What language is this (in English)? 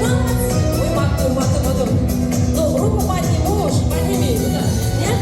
Chuvash